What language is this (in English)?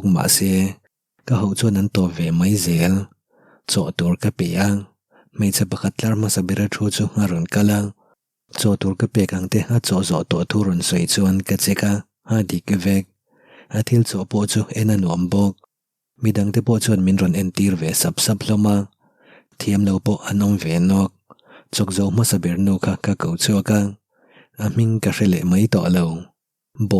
Mizo